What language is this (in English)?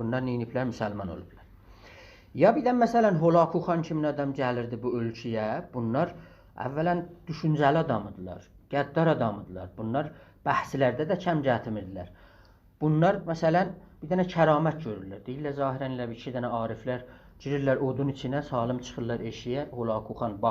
South Azerbaijani